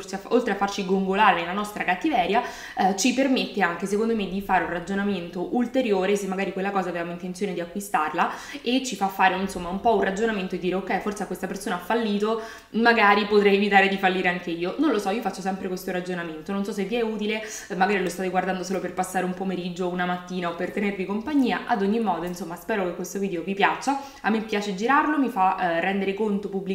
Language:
Italian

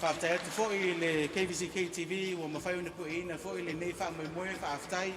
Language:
Samoan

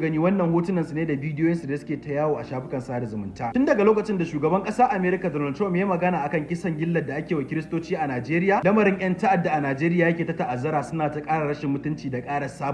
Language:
Hausa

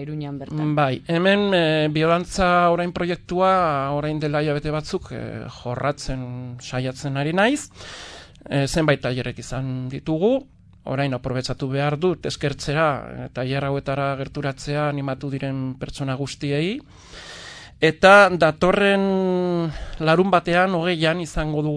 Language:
Basque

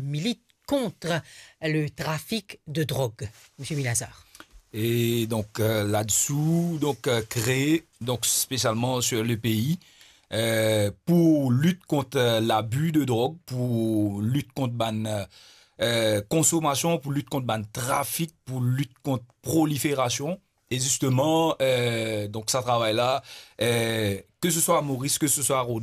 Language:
Morisyen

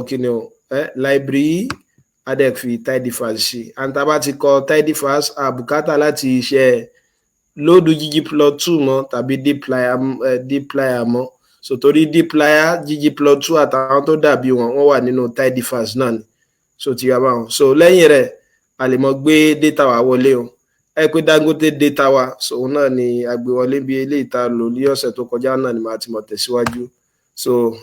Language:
Yoruba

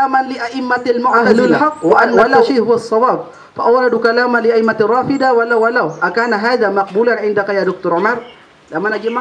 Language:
Maranao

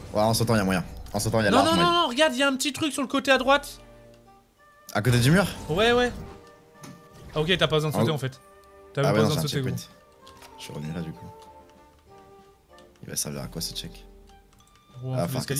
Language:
French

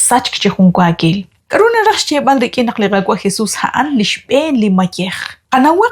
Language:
Kekchí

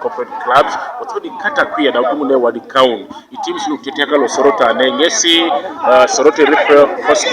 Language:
Teso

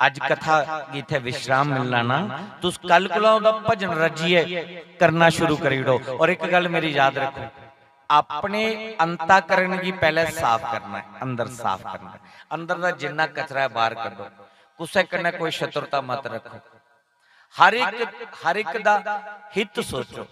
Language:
Dogri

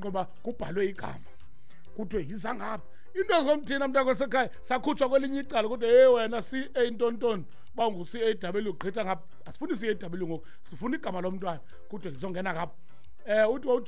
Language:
Xhosa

